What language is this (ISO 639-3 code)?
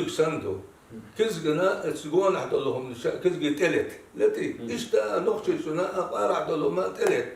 che